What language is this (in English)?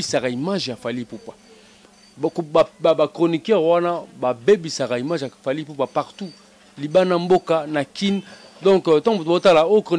Lingala